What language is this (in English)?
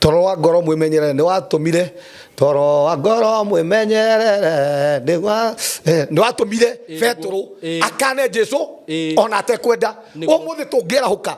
Kikuyu